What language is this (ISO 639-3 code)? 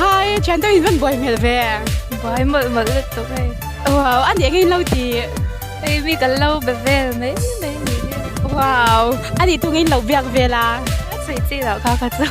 lus